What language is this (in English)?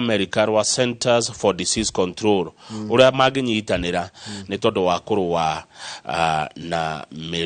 Kikuyu